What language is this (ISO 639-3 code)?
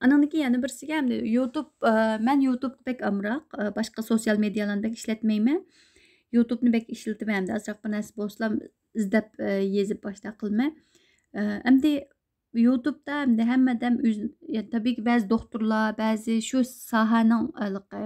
uig